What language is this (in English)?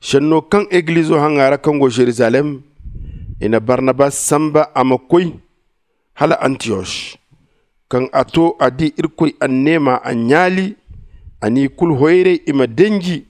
Zarma